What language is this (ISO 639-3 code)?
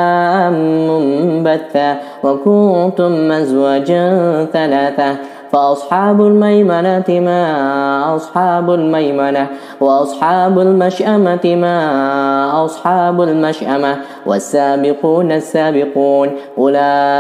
ara